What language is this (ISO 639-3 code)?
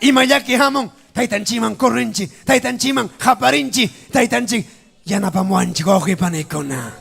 quy